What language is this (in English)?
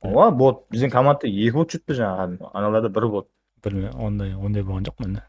Kara-Kalpak